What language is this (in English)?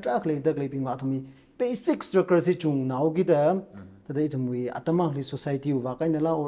Tangkhul Naga (India)